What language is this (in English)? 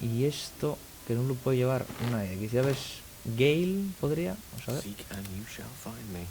Asturian